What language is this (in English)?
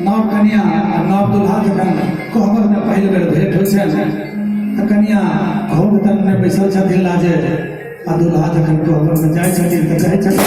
Maithili